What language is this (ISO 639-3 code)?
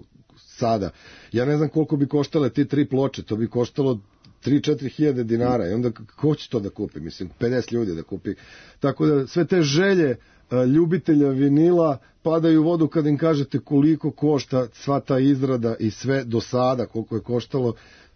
srp